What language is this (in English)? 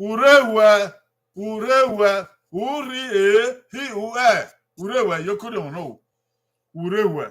Bini